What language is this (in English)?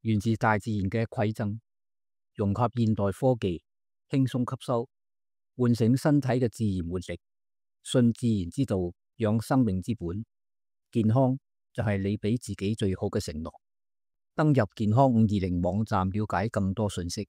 Cantonese